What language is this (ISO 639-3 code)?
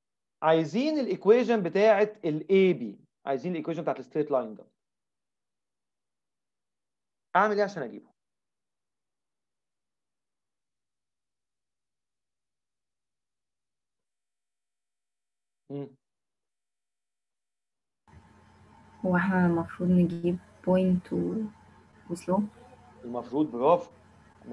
arz